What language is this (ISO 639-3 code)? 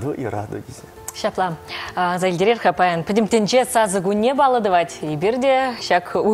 chv